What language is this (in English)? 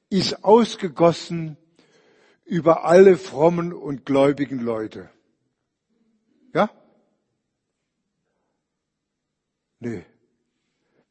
German